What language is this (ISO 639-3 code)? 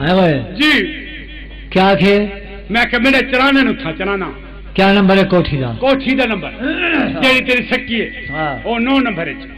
skr